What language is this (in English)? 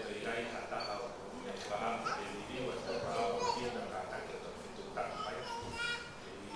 Tongan